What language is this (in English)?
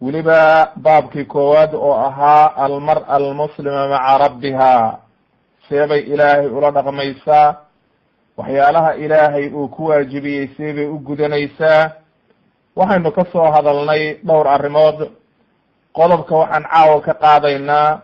Somali